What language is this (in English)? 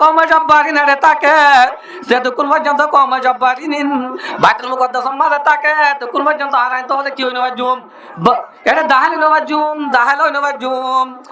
Rohingya